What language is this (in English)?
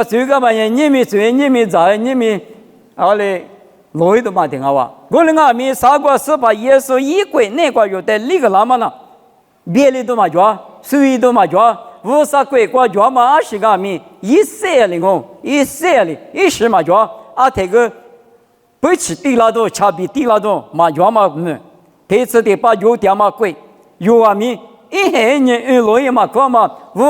Lisu